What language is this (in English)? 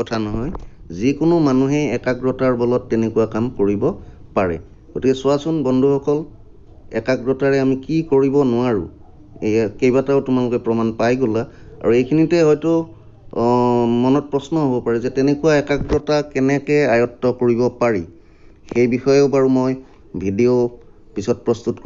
Assamese